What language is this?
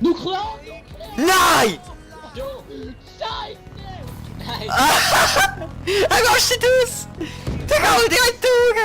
Swiss German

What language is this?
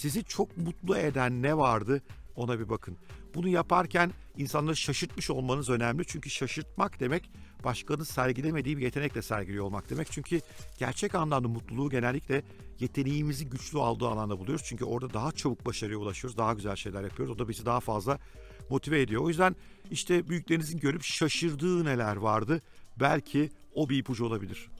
Turkish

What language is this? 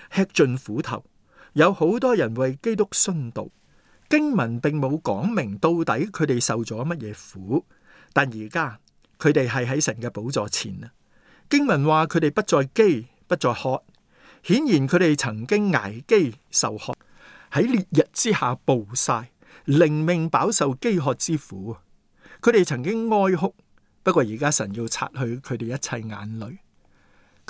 Cantonese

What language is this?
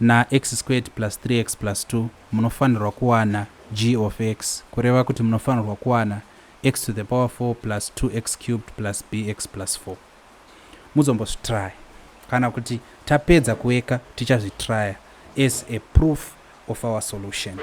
Shona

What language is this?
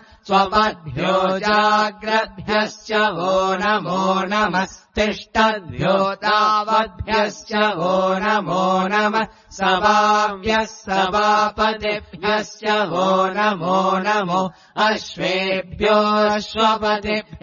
Sanskrit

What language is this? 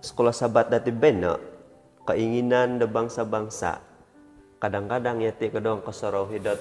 Central Dusun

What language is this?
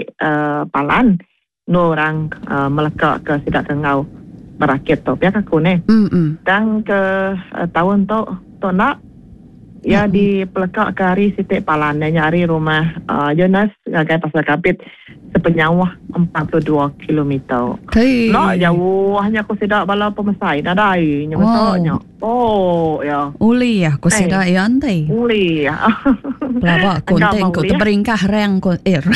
Iban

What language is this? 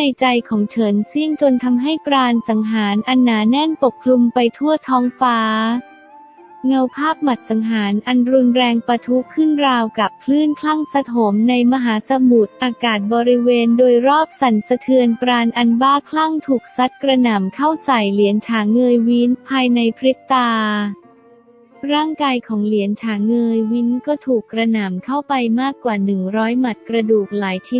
Thai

